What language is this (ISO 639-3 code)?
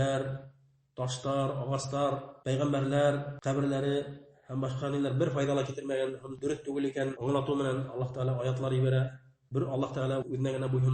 bak